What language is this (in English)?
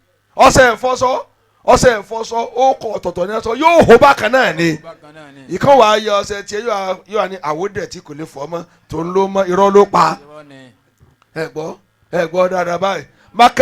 Yoruba